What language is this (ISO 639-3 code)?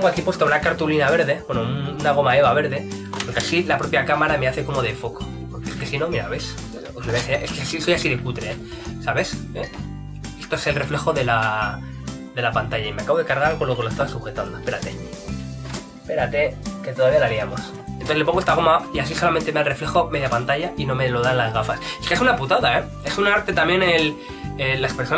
spa